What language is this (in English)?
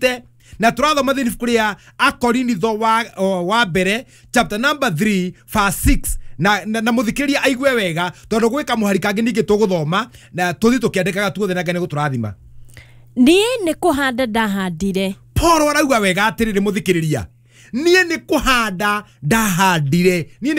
Kikuyu